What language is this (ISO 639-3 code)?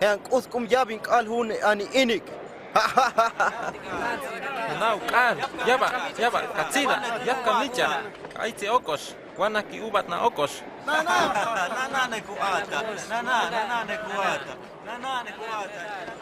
hus